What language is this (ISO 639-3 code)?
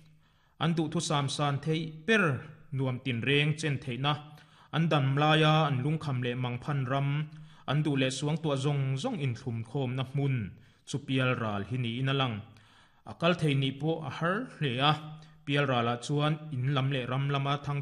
lus